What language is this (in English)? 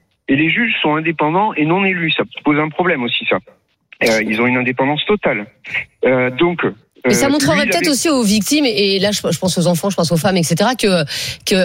French